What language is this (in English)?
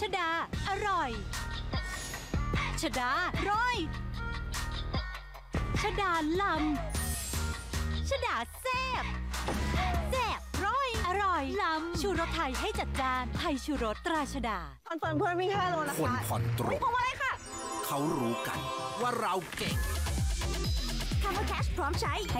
Thai